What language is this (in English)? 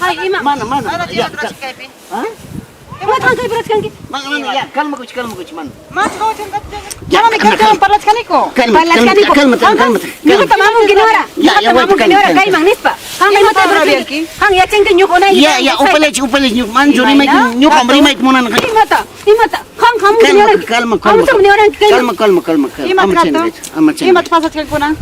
Ayacucho Quechua